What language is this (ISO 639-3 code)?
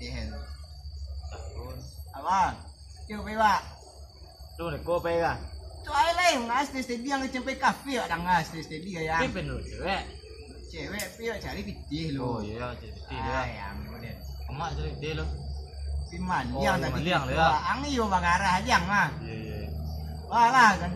min